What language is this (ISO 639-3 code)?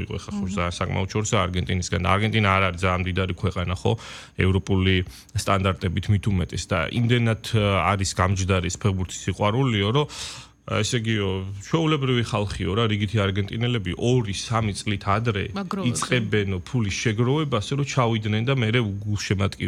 kat